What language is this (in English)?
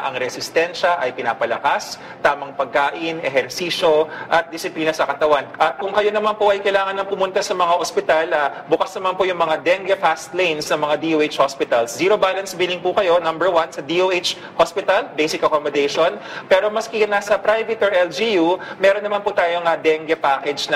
Filipino